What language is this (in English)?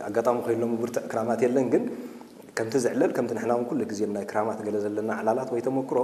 Tigrinya